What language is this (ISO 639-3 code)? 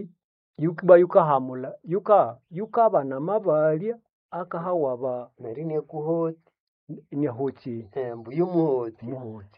nnb